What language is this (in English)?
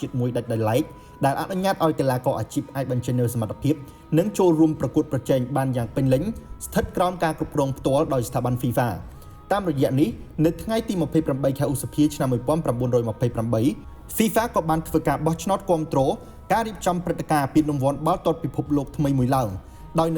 Khmer